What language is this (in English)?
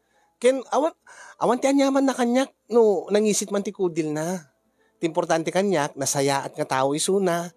Iloko